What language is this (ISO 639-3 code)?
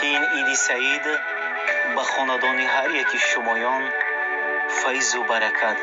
tgk